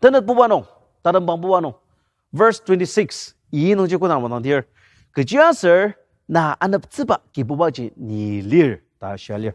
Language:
Ao Naga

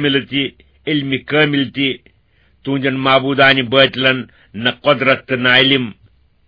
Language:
Kashmiri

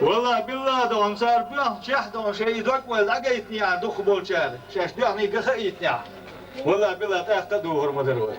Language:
Chechen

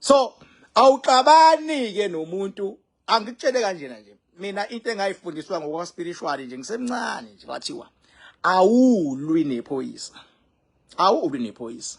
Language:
Zulu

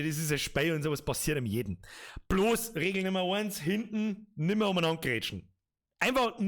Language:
Bavarian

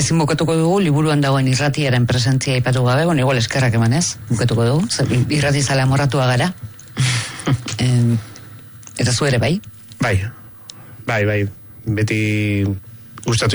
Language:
Basque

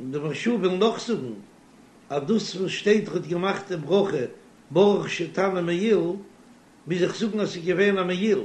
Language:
Yiddish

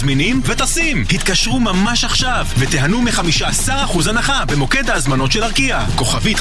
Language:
Hebrew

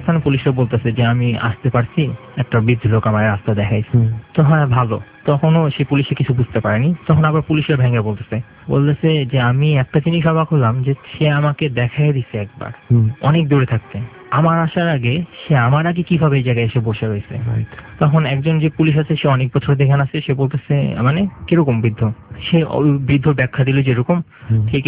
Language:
Bangla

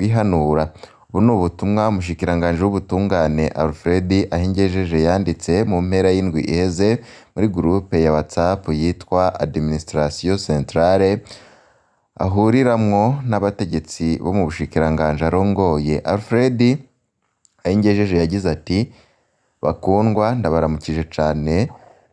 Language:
Rundi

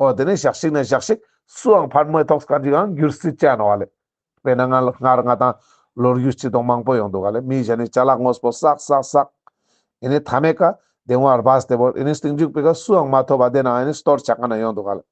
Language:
Ladakhi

